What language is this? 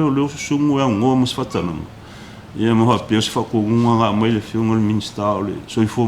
Samoan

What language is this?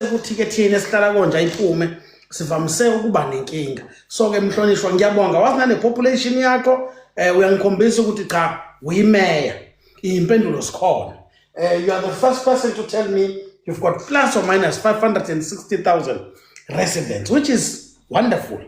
Zulu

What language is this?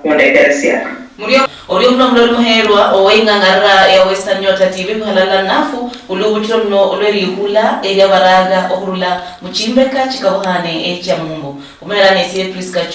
Luyia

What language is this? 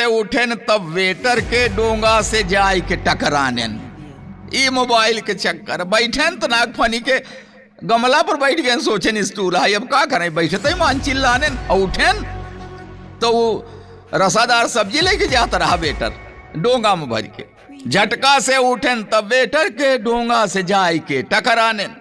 Awadhi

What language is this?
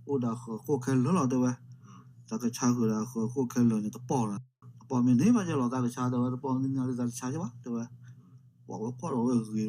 S'gaw Karen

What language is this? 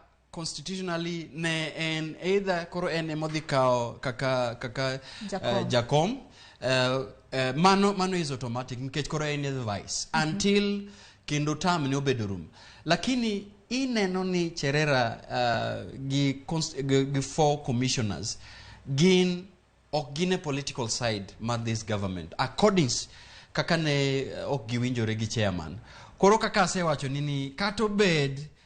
Luo (Kenya and Tanzania)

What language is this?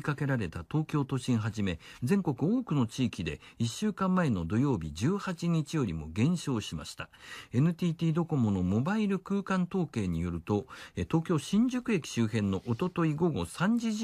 Japanese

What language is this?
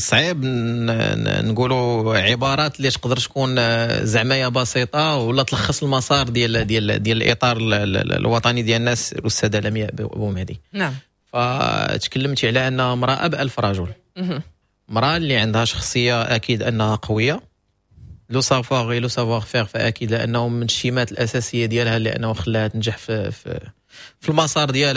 Moroccan Arabic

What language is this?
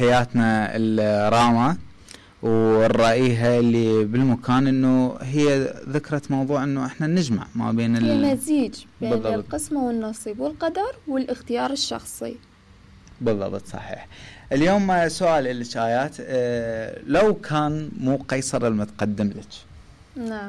Mesopotamian Arabic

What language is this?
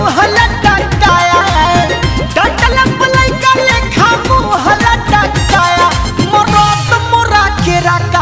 Bhojpuri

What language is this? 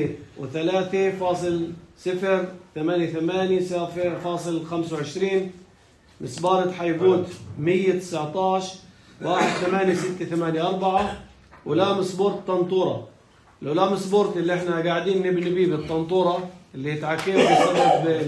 North Levantine Arabic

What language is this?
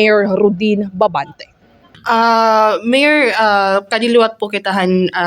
Waray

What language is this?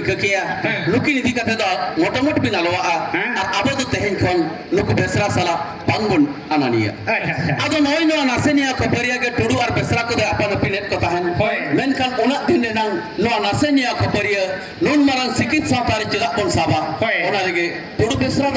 Santali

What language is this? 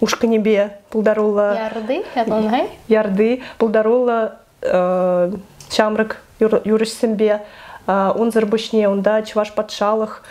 Chuvash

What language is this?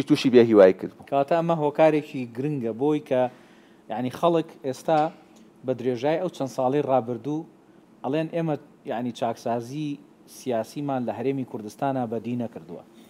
Central Kurdish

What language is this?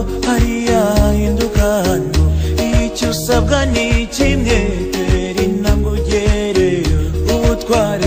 Kinyarwanda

